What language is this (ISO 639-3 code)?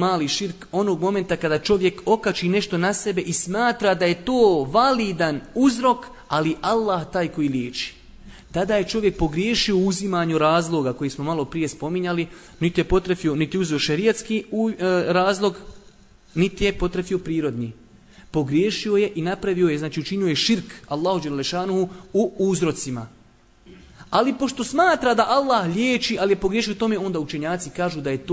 bos